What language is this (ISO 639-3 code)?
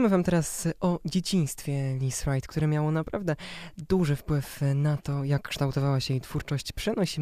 pol